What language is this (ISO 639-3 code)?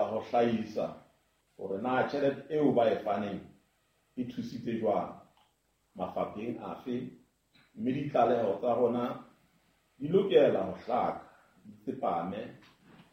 sot